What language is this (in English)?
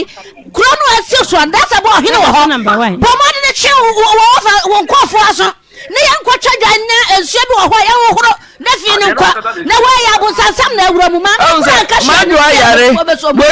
Akan